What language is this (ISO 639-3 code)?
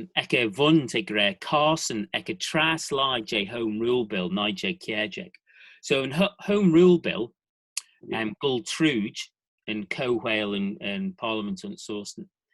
glv